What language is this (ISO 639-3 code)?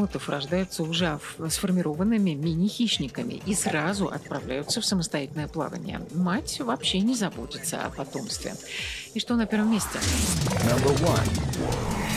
rus